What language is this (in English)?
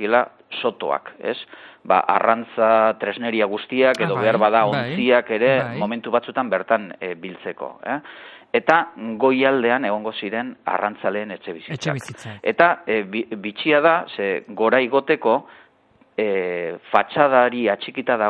Basque